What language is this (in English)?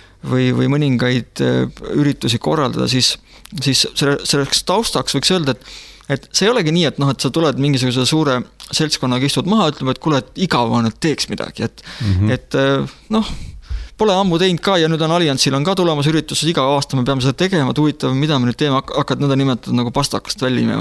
Estonian